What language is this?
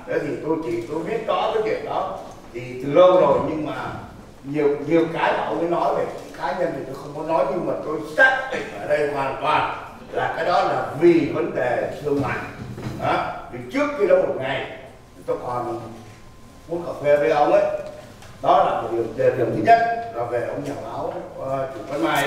Vietnamese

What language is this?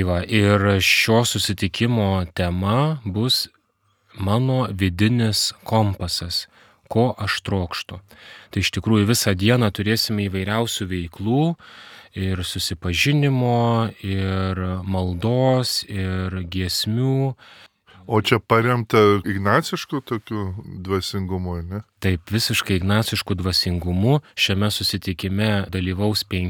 Lithuanian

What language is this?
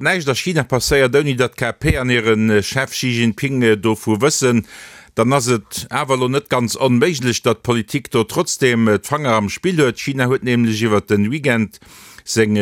Luxembourgish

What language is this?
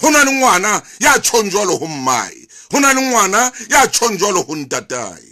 Southern Sotho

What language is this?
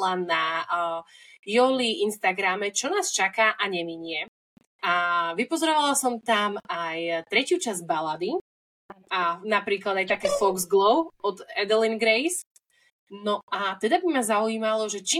Slovak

